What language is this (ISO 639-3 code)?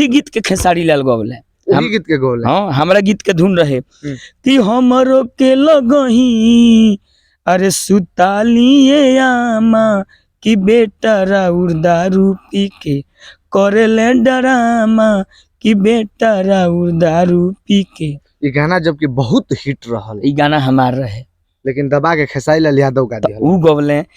bho